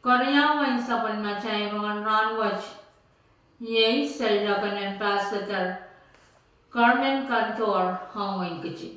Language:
Pohnpeian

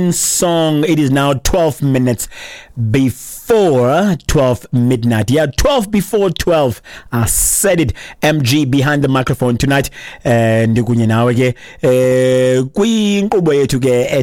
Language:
Xhosa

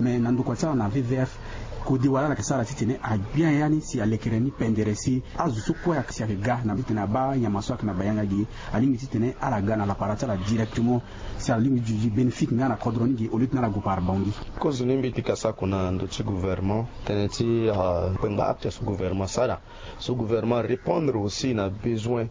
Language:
Sango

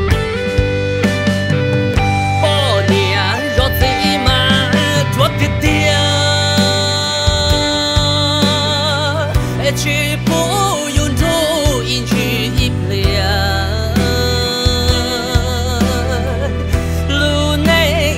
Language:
Vietnamese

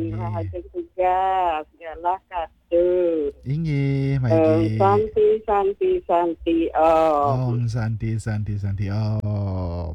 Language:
Balinese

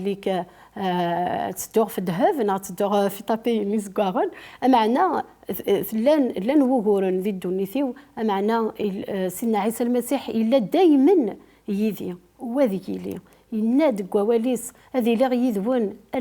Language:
Kabyle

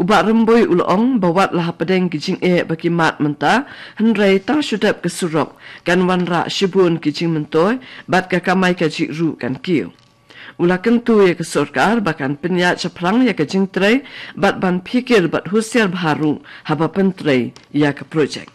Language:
Khasi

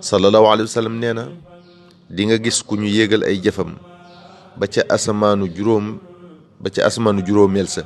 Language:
Wolof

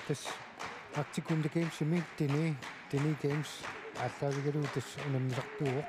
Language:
Kalaallisut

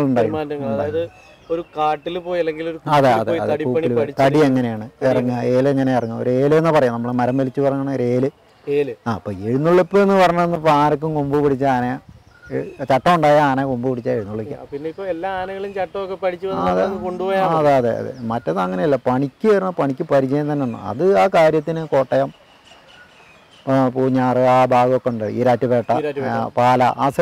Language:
Malayalam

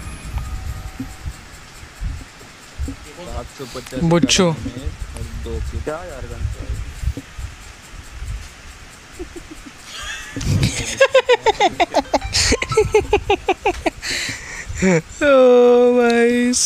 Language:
Hindi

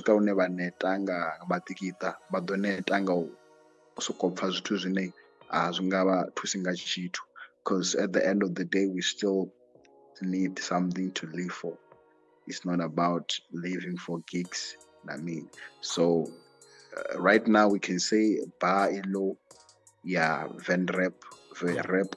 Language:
Venda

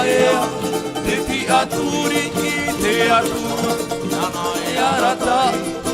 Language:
Tahitian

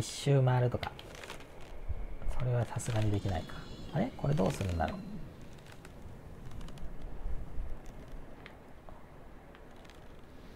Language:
Japanese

